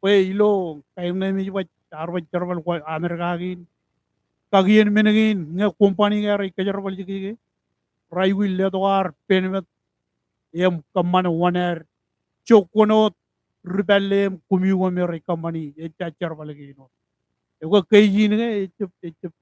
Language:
Marshallese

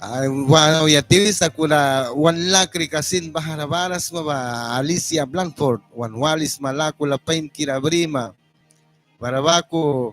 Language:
Mískito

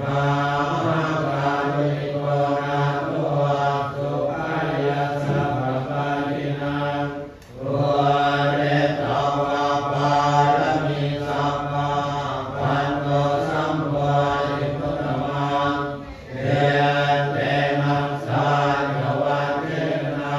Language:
Pali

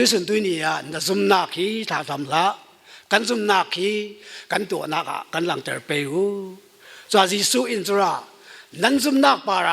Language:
Falam Chin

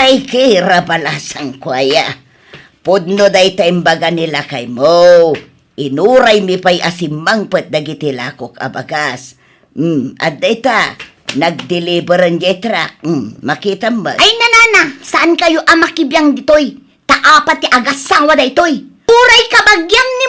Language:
Iloko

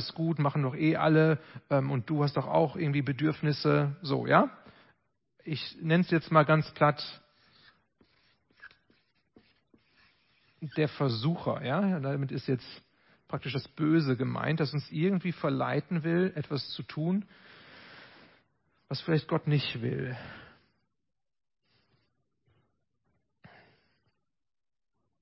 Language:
German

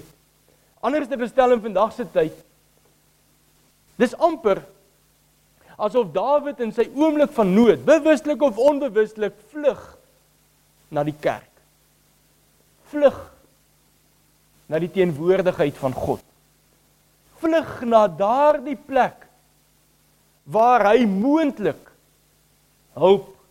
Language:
Afrikaans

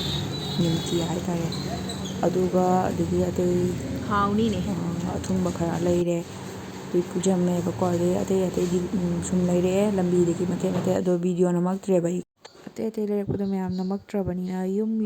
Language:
Manipuri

